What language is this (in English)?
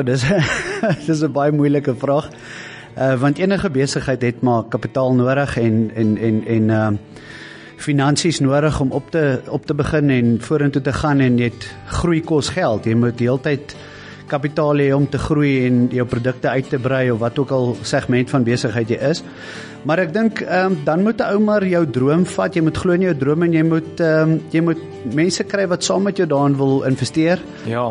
Afrikaans